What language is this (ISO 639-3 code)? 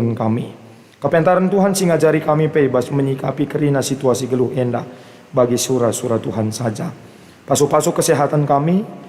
btx